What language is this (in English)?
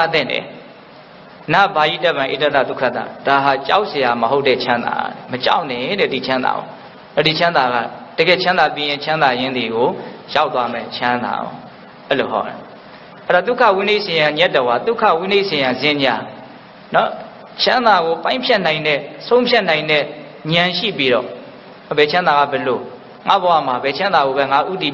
Burmese